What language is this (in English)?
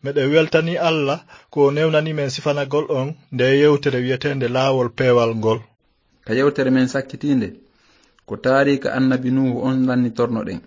Fula